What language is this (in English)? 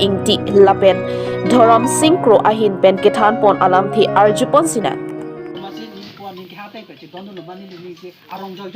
Karbi